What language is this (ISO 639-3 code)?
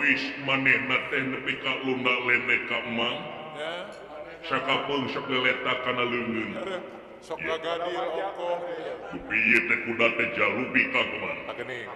sun